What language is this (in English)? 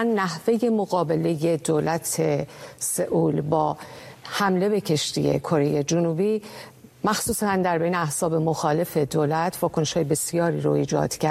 Persian